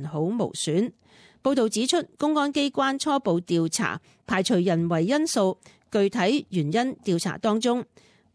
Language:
Cantonese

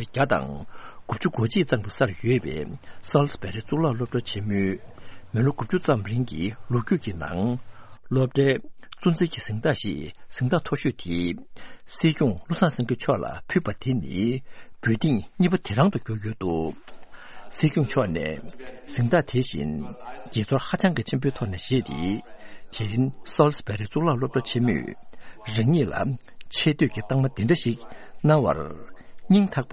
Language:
Tibetan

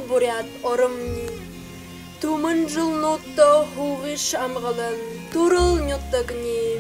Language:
Buriat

